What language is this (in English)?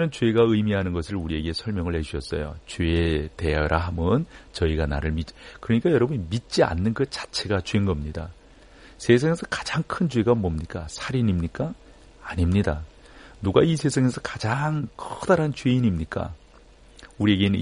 Korean